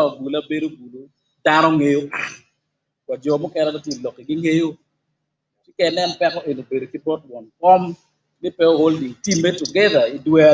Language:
Acoli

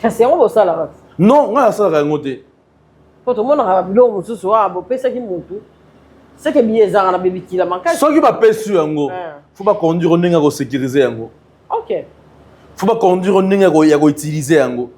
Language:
Lingala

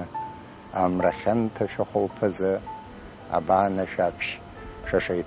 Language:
Abkhazian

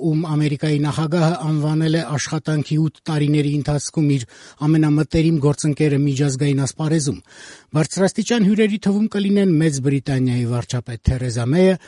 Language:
Armenian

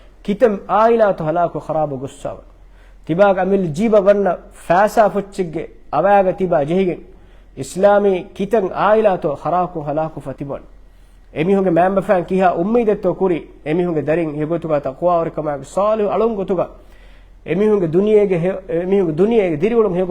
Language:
Divehi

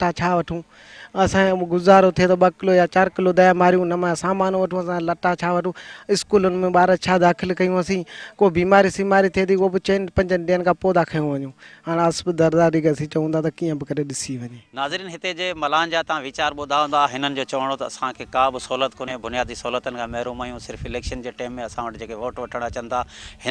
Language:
Sindhi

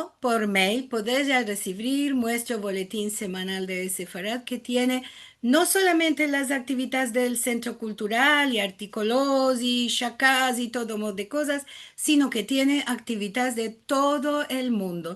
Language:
Ladino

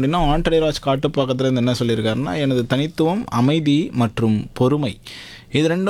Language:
Tamil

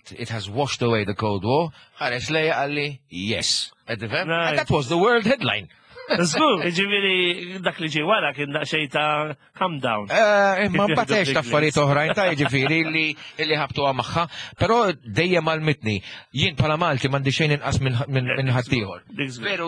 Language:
Maltese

